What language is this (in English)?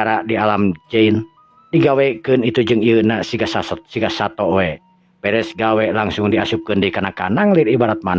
Sundanese